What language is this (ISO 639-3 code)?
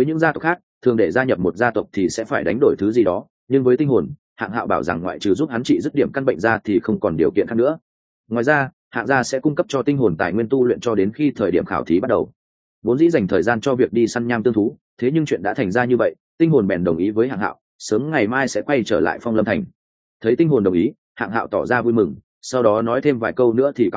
vie